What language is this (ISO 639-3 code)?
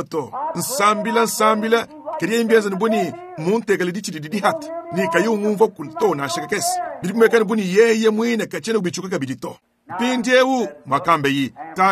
lua